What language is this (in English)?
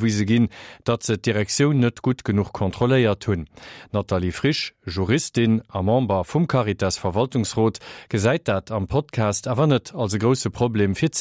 Luxembourgish